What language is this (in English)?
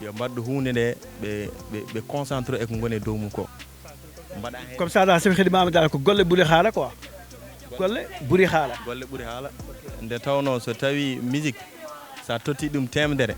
Fula